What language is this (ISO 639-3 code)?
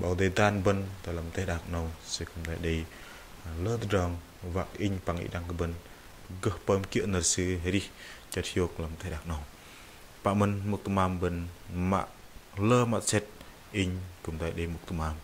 bdq